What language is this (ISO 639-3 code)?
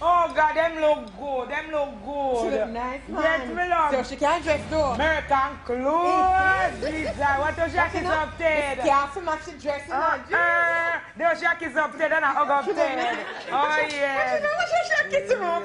jam